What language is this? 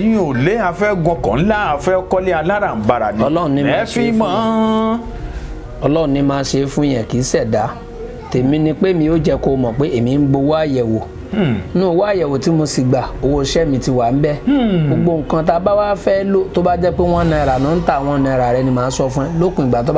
Yoruba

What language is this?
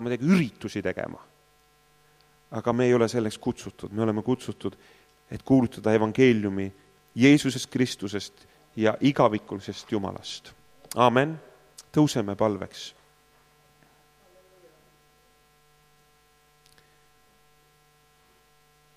Estonian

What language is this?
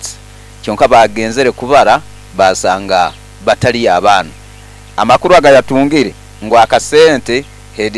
Nyankole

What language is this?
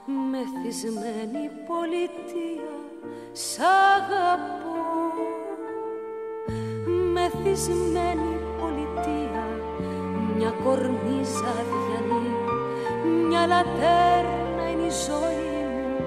Greek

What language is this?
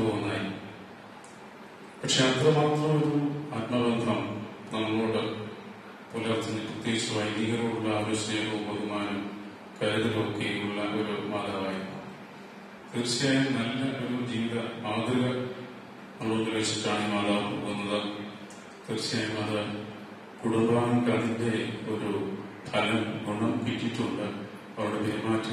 Malayalam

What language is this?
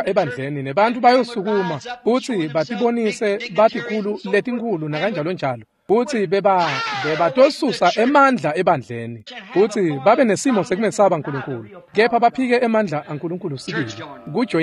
Swati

